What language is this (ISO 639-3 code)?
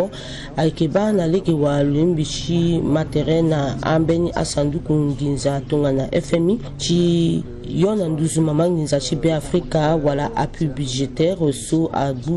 sag